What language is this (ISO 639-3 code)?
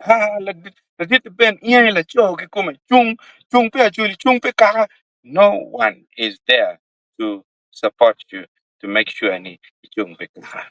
ach